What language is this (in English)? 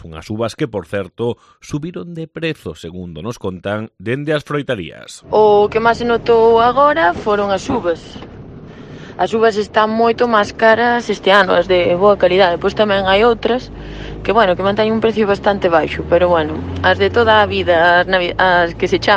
Galician